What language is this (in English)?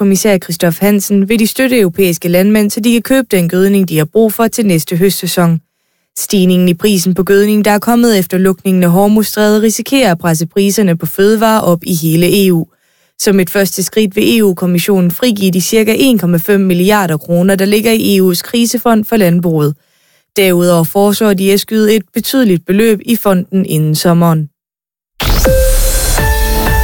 Danish